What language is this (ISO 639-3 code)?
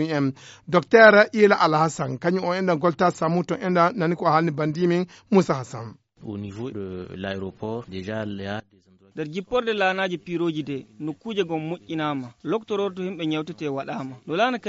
ful